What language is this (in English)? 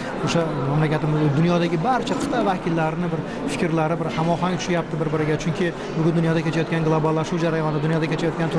Uzbek